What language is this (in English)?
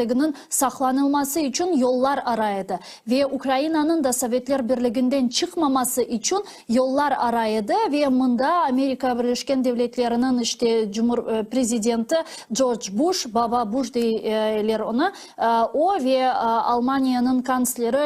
Crimean Tatar